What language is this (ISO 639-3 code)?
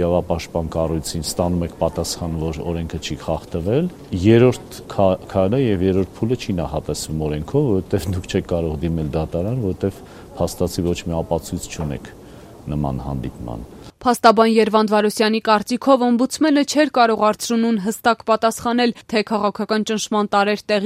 hye